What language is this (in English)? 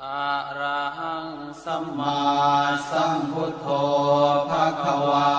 Pali